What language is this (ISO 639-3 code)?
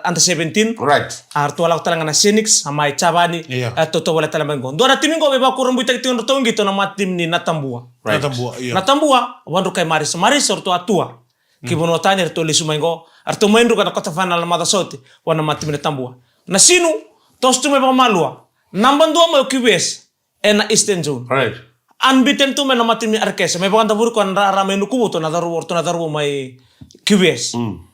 fij